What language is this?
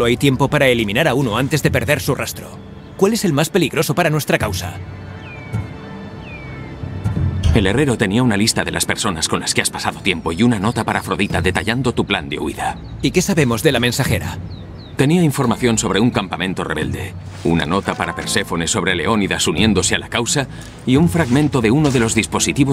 Spanish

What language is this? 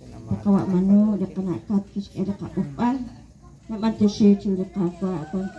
Kekchí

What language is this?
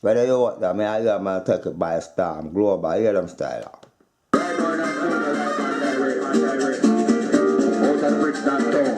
Jamaican Creole English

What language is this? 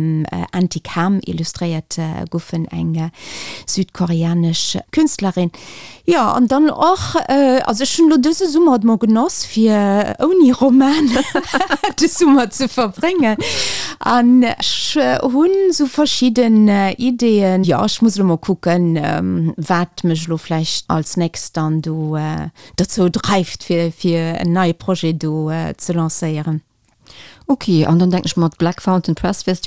Luxembourgish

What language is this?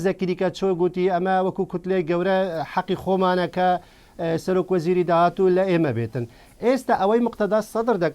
Central Kurdish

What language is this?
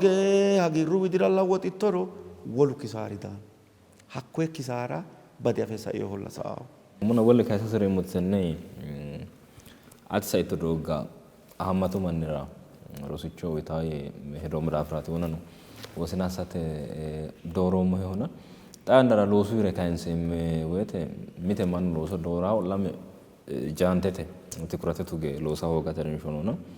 Sidamo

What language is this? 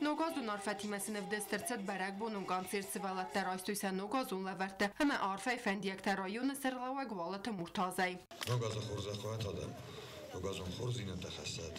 Ossetic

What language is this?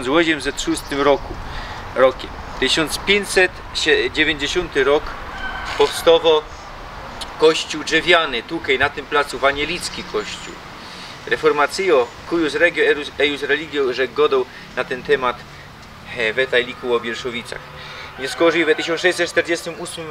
Silesian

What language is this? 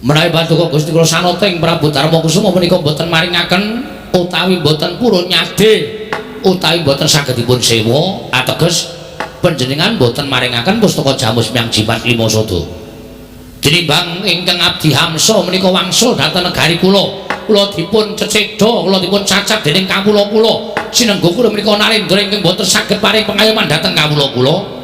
Javanese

